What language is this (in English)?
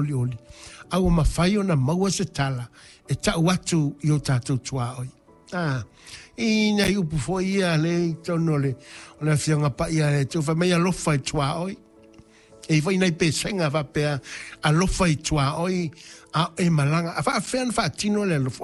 Samoan